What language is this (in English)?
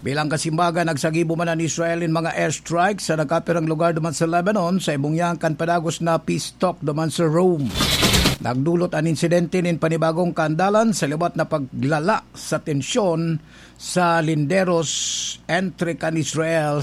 Bikol